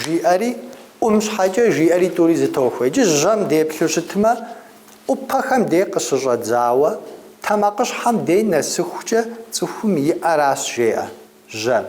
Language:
Kabardian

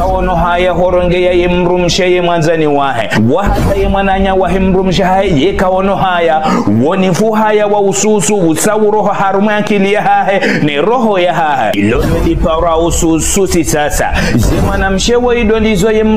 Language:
Ngazidja Comorian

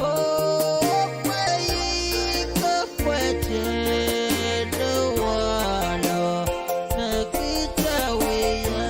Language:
Pohnpeian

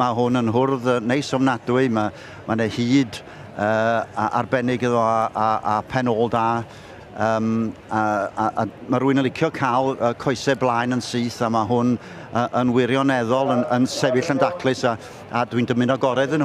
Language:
Welsh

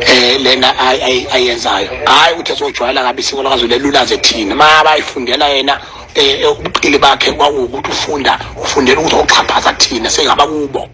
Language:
Zulu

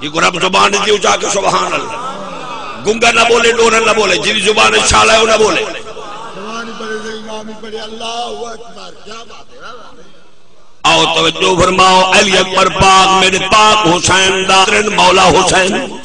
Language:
Saraiki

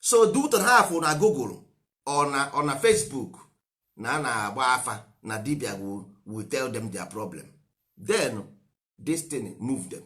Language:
Igbo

